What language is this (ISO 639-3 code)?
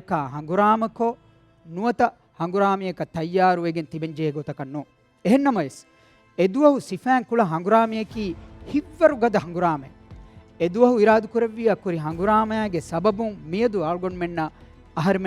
div